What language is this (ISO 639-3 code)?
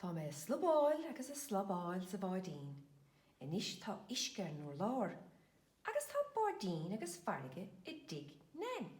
gle